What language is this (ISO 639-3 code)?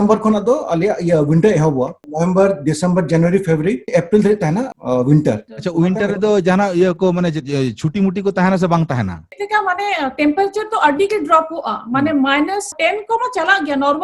sat